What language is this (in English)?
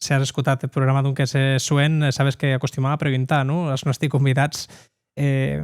Occitan